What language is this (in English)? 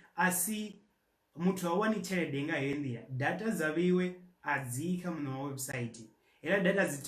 Venda